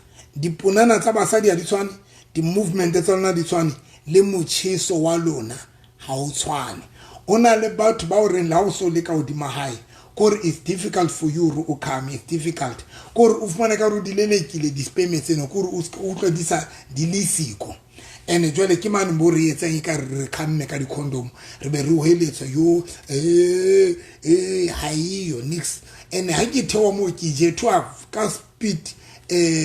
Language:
Southern Sotho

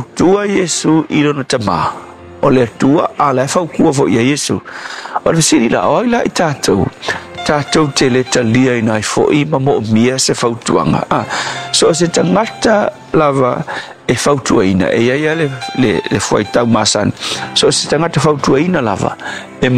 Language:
Samoan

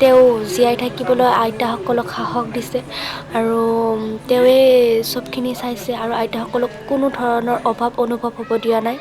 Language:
Assamese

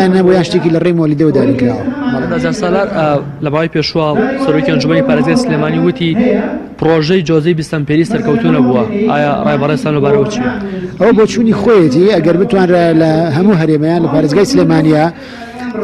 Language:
Central Kurdish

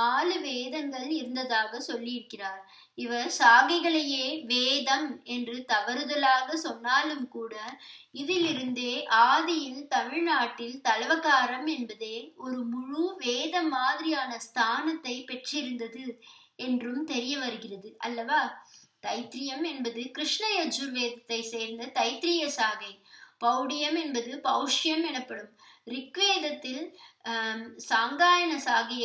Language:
Tamil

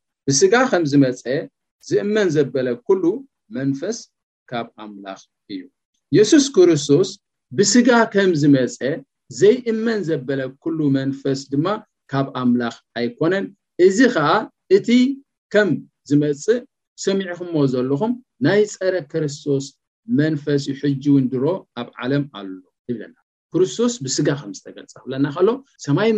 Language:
Tigrinya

